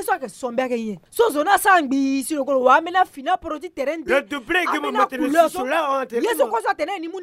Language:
Sango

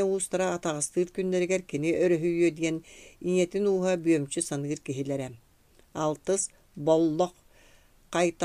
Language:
Yakut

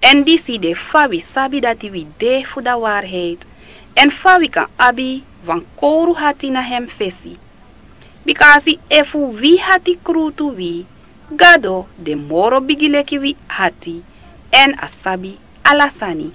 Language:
Sranan Tongo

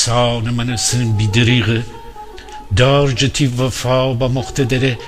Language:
Gilaki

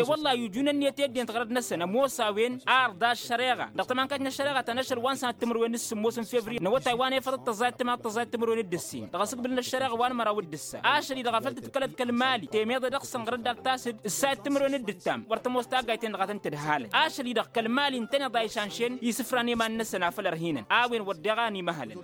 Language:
Tamasheq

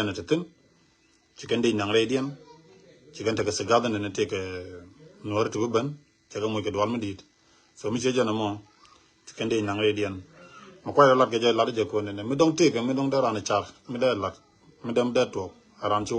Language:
Nuer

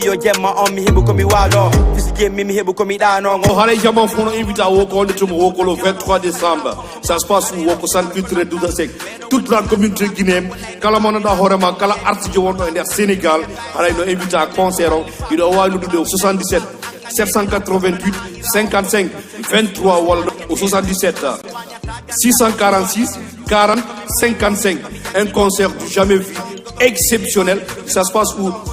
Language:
Fula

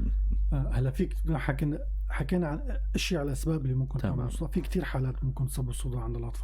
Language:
North Levantine Arabic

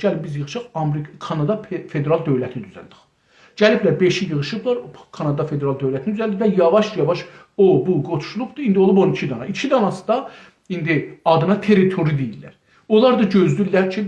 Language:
South Azerbaijani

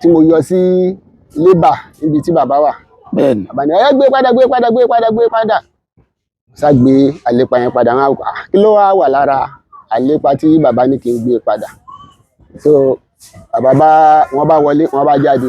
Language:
Yoruba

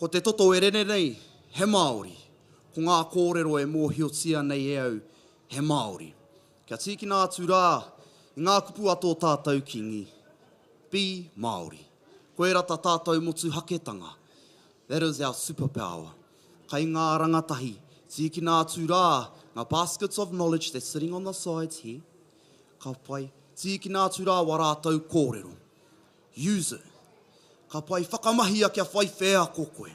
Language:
Māori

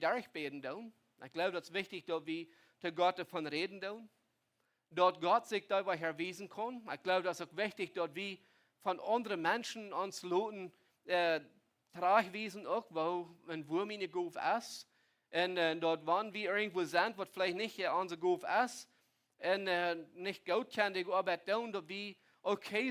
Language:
Plautdietsch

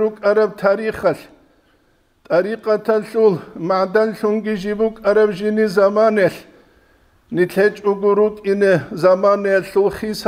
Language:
Avaric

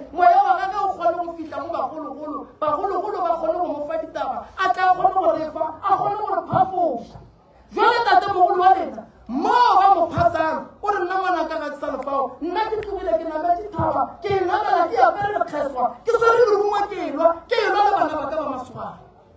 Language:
Northern Sotho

